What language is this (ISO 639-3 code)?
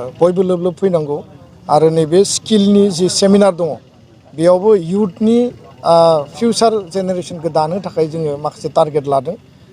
brx